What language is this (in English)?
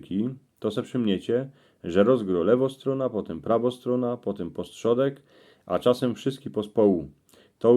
Silesian